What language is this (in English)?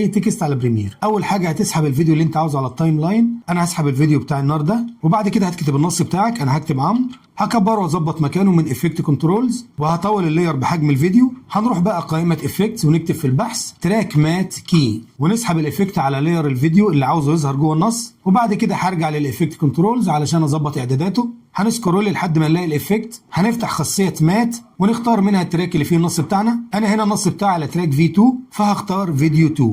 Egyptian Arabic